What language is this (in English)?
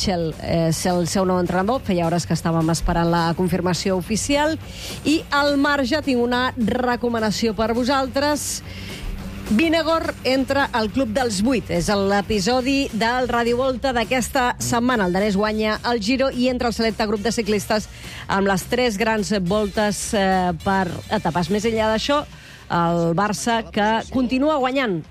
Catalan